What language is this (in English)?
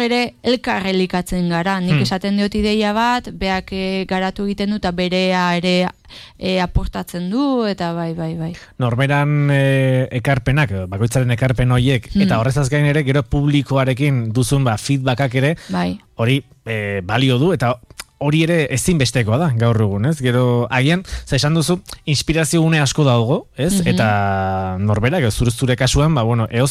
Basque